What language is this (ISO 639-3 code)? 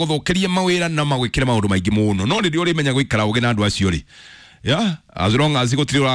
kik